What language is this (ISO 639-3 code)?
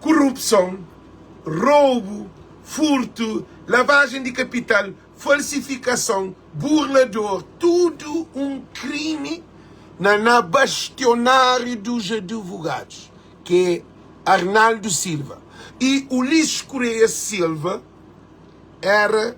kea